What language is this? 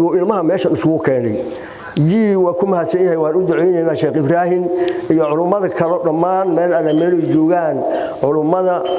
Somali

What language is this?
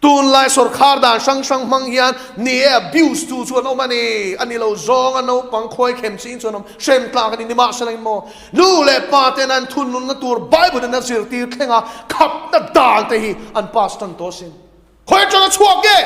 Mizo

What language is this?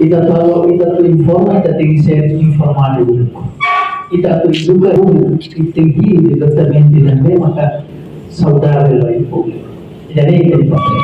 Tetum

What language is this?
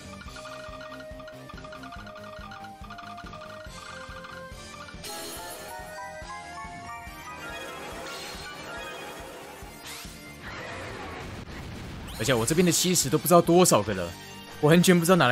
Chinese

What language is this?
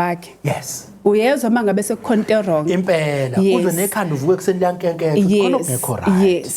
Zulu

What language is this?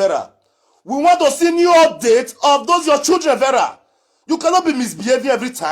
Nigerian Pidgin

